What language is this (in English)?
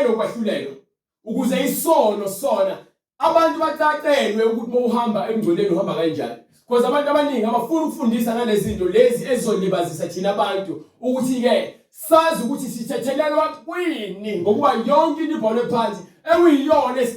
Zulu